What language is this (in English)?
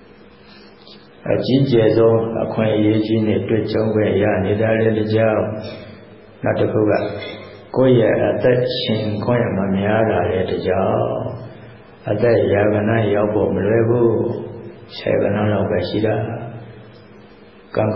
Burmese